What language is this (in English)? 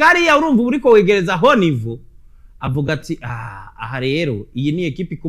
Rundi